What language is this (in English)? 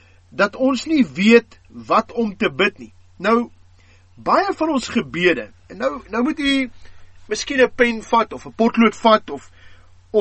Afrikaans